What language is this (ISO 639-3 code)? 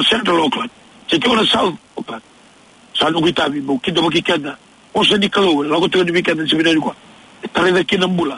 fij